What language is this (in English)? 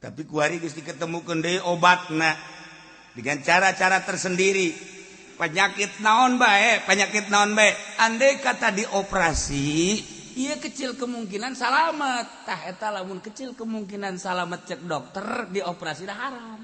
Sundanese